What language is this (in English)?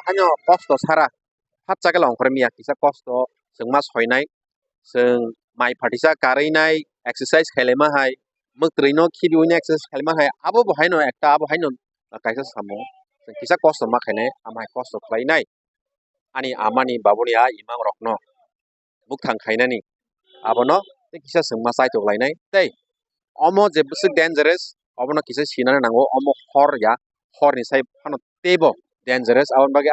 Kok Borok